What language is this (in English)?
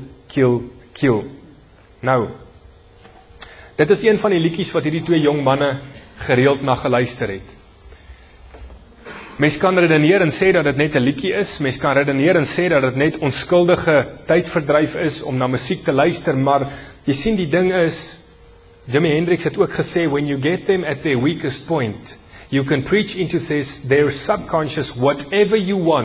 Afrikaans